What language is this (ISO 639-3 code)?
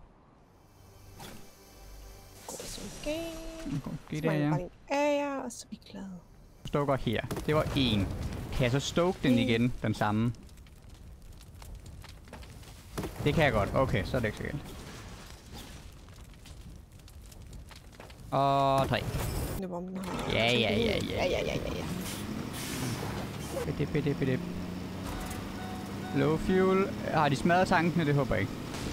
dan